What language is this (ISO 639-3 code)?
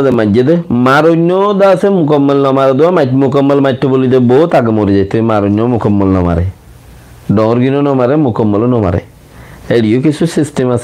rhg